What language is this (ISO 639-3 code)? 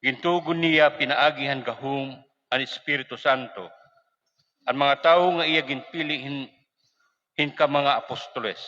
war